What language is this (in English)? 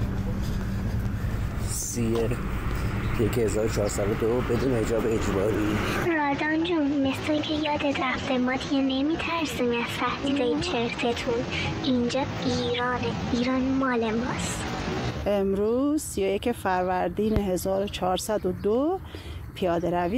Persian